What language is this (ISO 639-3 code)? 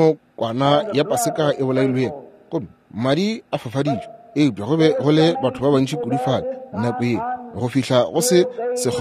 nso